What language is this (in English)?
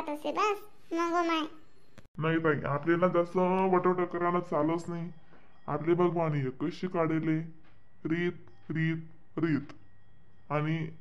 Khandesi